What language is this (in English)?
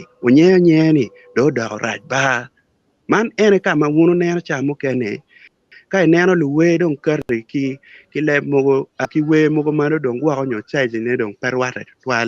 Acoli